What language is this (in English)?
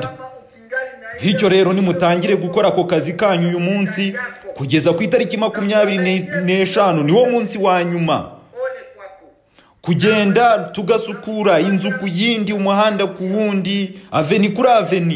Kinyarwanda